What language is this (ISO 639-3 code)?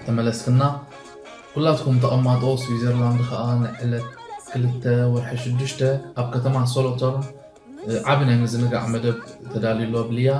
tir